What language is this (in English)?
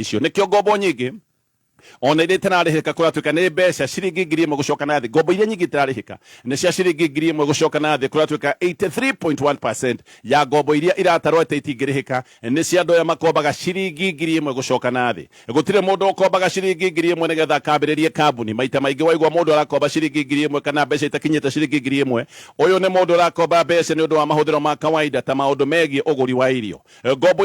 Kikuyu